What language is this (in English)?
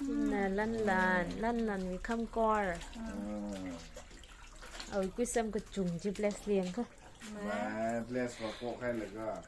Tangkhul Naga (India)